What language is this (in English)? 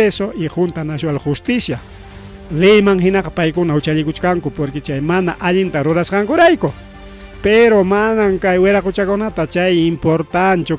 Ayacucho Quechua